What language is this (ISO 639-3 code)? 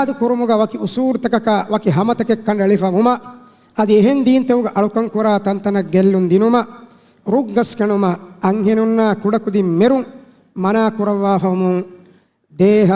div